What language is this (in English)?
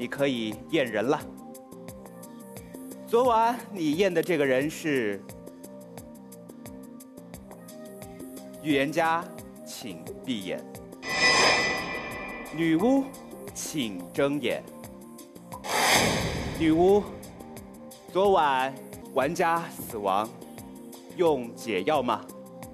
Chinese